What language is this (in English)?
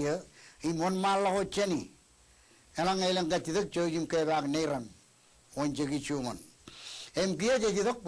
Marshallese